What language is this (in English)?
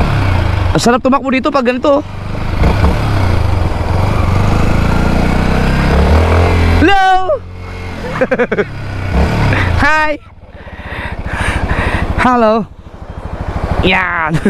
Filipino